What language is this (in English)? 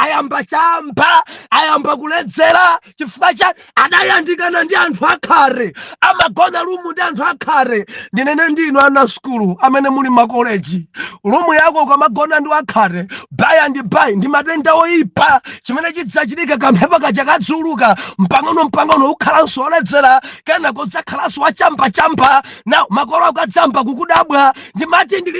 Nyanja